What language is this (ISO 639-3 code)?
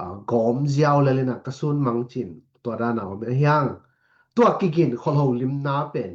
ctd